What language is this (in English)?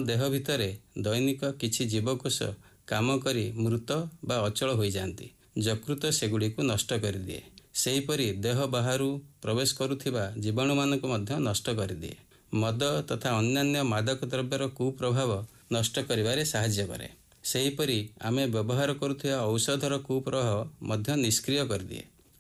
Odia